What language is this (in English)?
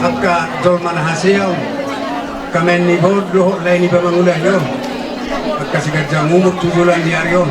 Batak Toba